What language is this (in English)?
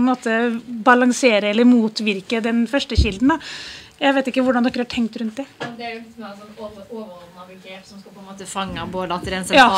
Norwegian